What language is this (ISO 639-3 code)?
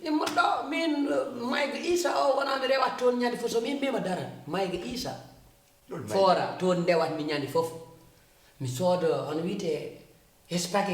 ful